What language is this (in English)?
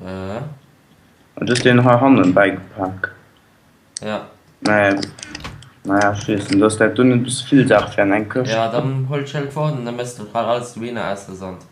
Luxembourgish